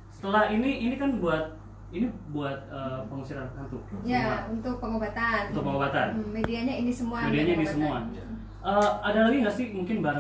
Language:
Indonesian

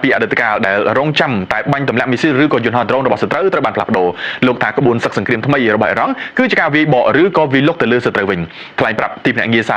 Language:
Khmer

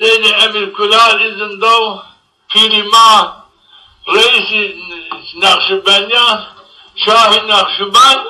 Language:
Zaza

